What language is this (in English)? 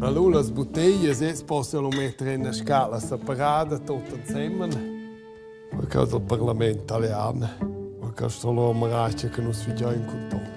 Romansh